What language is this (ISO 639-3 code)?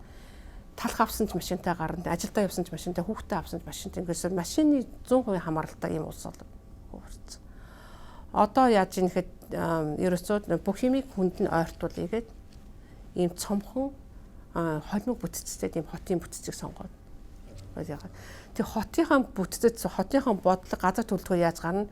mon